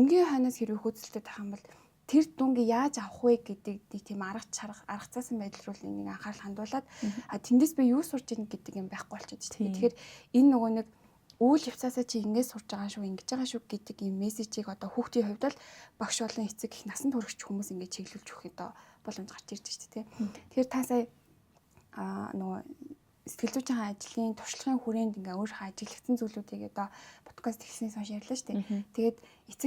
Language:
Mongolian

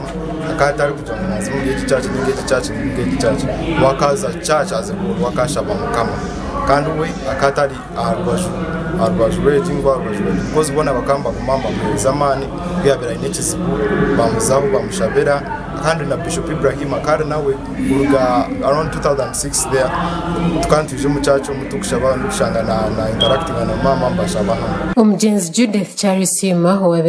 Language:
Nyankole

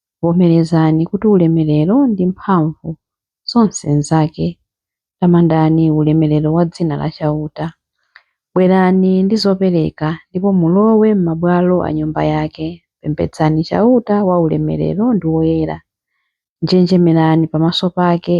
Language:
Nyanja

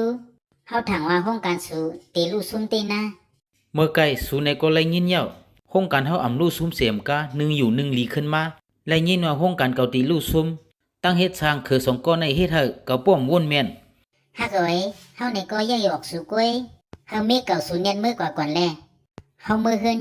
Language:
Shan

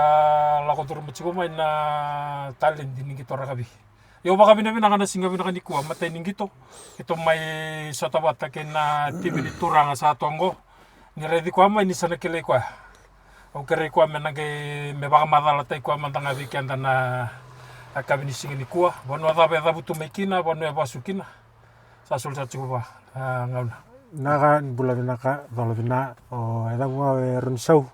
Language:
Fijian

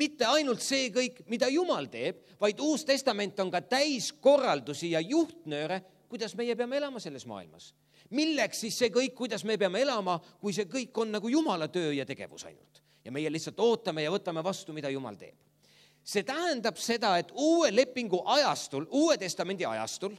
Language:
Estonian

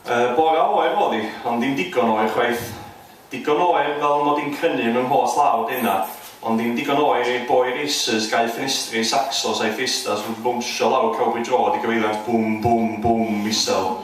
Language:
Welsh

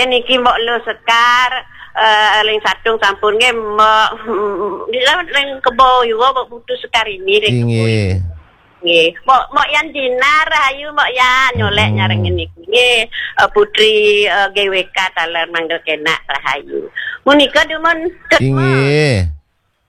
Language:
Balinese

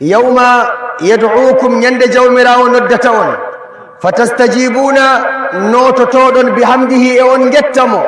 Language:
Fula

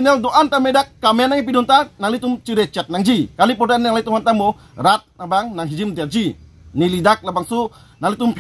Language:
Karbi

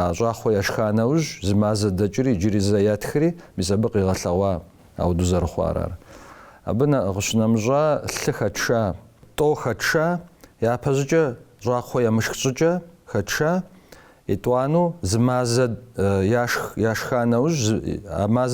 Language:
Kabardian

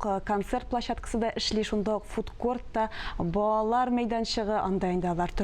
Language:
Tatar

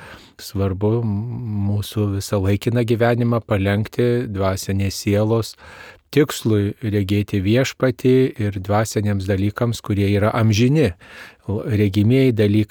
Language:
Lithuanian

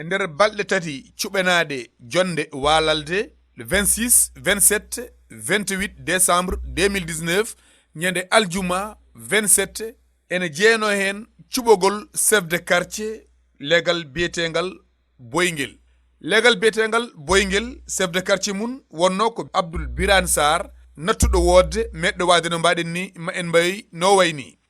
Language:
Fula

